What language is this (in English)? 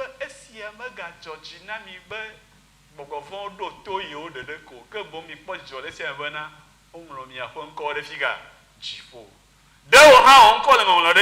Ewe